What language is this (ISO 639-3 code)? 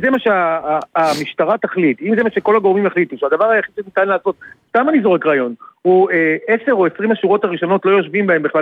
heb